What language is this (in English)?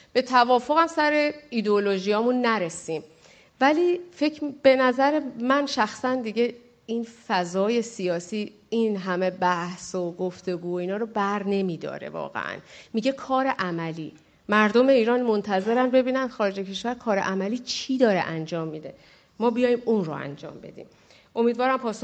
Persian